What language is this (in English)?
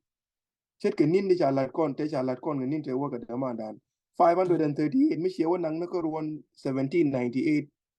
Nuer